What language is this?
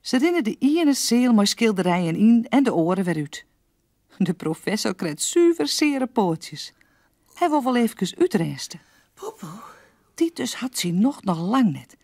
Western Frisian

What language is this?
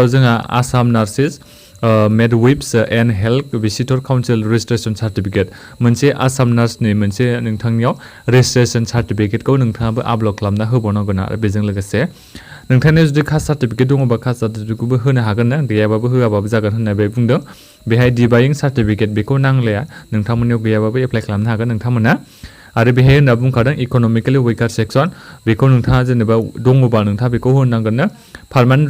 Bodo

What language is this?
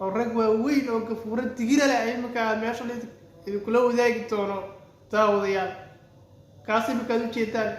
Somali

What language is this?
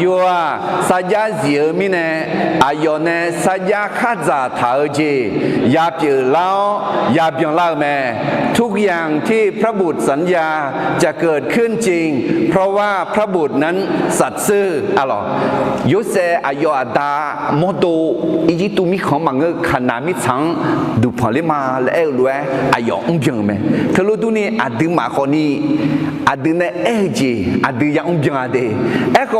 Akha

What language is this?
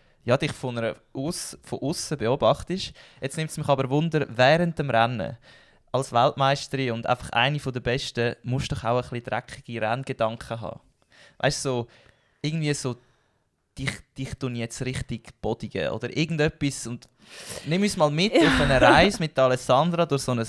Swiss German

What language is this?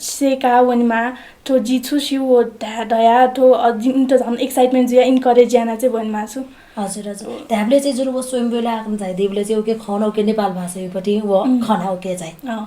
Newari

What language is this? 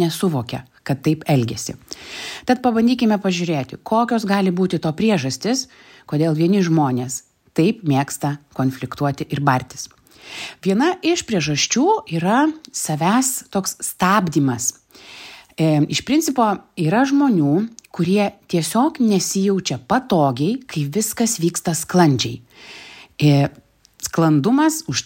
Lithuanian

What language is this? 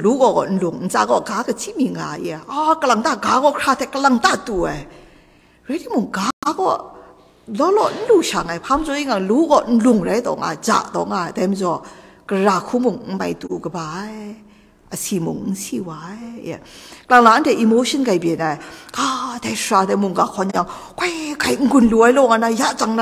Kachin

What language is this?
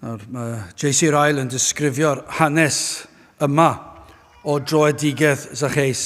Welsh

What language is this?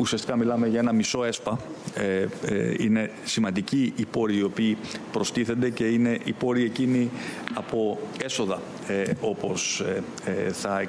Greek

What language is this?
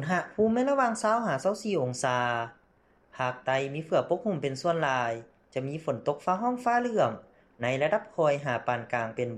Lao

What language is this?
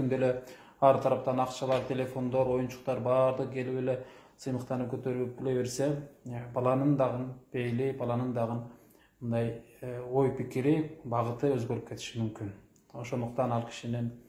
Kyrgyz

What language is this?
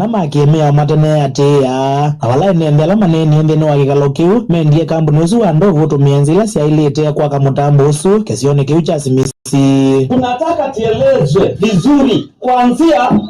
Kamba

